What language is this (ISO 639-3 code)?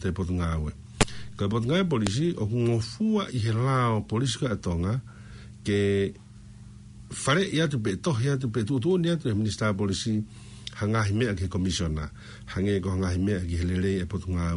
ton